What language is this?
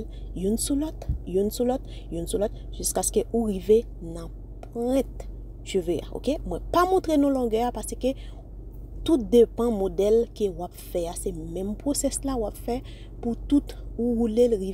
Haitian Creole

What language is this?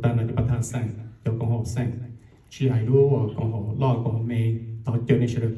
Hmong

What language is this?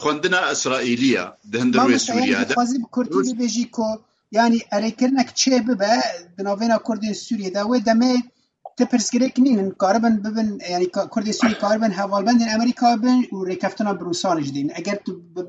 Kurdish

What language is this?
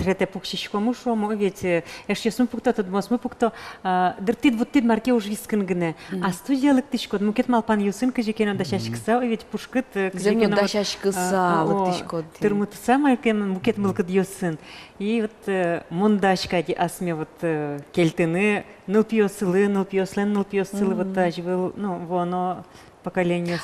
Udmurt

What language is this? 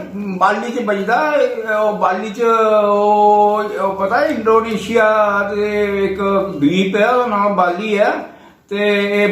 Dogri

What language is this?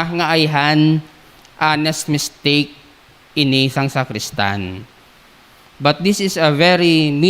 Hiligaynon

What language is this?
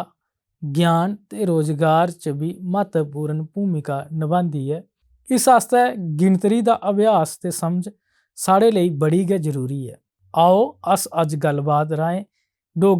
Dogri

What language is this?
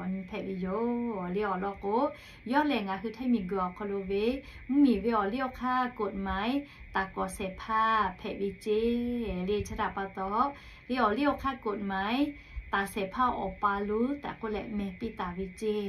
Lahu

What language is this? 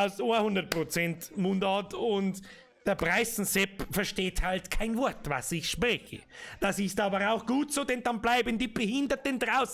Bavarian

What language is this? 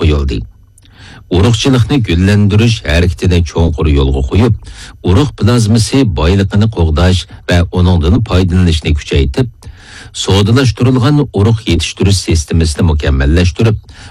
Uyghur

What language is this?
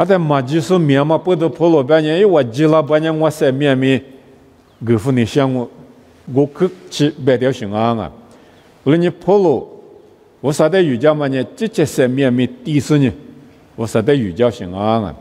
Lisu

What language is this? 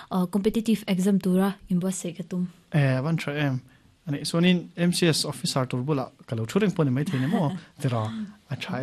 Mizo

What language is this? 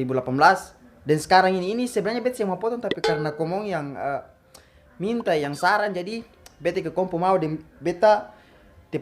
Ambonese Malay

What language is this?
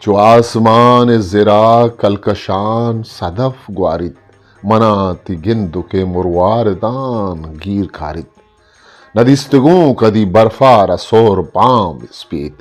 Eastern Balochi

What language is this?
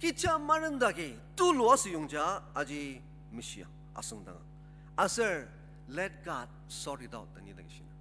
Ao Naga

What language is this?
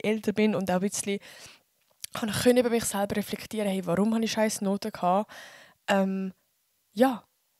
Swiss German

